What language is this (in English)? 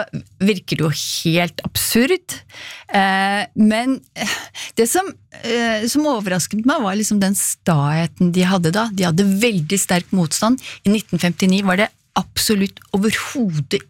Norwegian